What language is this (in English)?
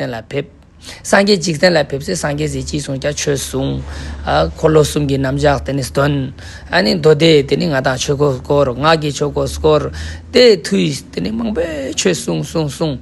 Ladakhi